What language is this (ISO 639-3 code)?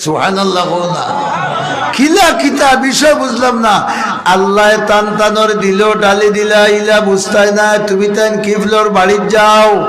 syl